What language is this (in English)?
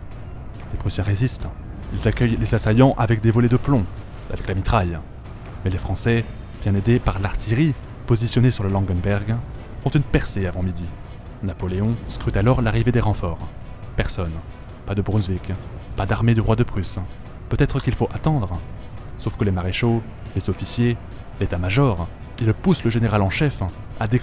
French